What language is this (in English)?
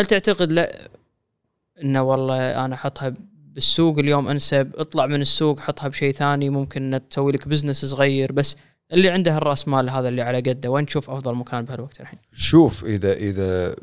Gulf Arabic